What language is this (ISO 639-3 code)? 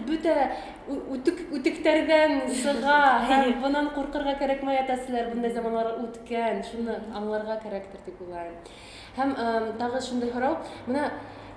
bak